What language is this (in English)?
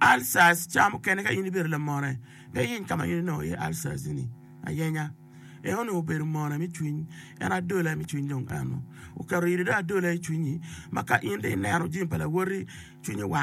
Acoli